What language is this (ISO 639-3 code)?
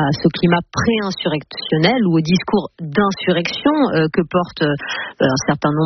fra